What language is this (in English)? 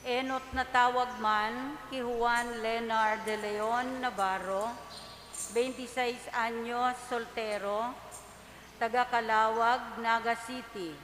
Bikol